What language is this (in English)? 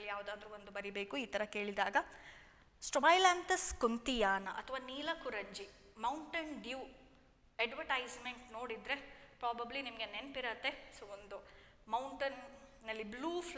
Kannada